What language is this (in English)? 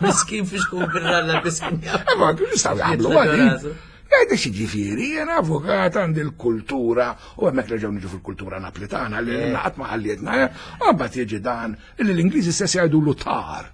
Maltese